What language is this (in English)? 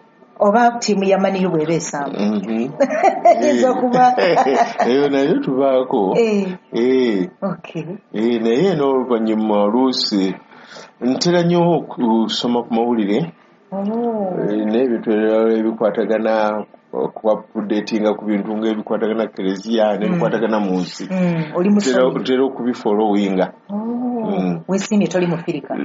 Ganda